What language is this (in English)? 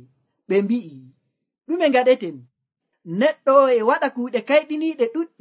Nigerian Fulfulde